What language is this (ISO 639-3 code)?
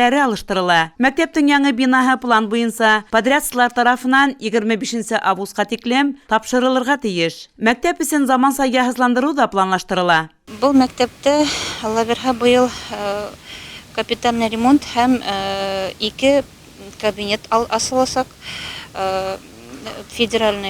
bak